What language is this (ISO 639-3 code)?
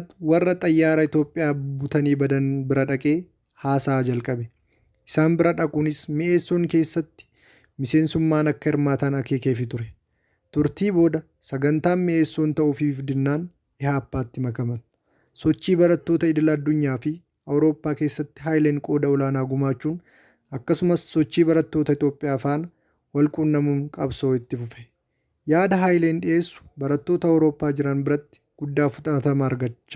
orm